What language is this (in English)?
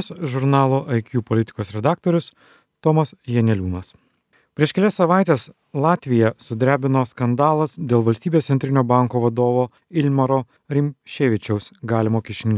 Lithuanian